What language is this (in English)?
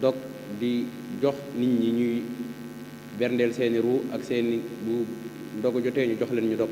Wolof